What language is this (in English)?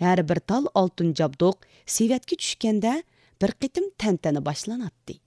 Uyghur